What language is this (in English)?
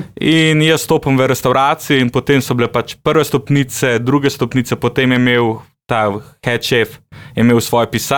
Slovenian